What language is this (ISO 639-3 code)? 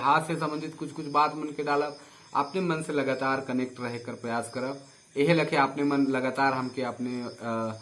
sck